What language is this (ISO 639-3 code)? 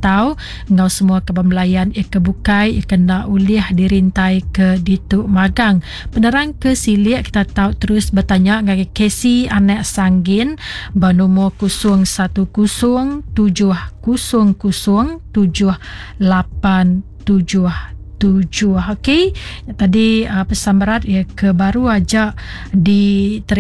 iba